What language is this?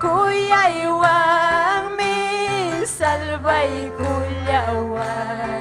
Ayacucho Quechua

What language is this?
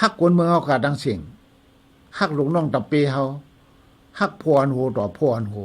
Shan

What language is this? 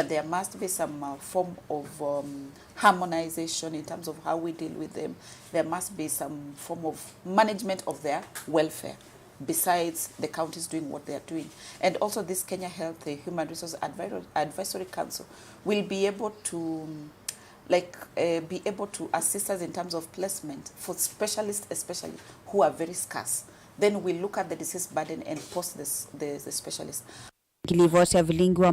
Kamba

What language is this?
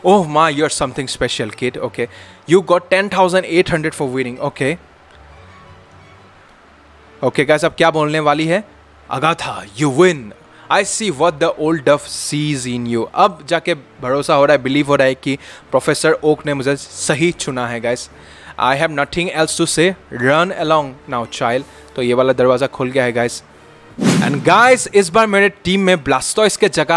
Hindi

